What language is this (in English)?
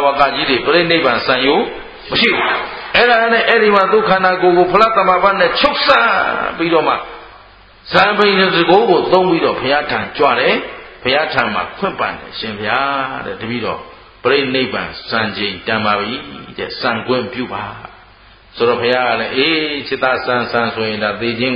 Burmese